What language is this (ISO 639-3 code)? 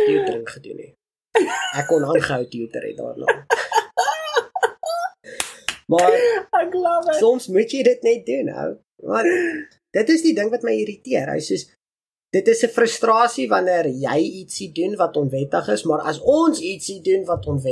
afr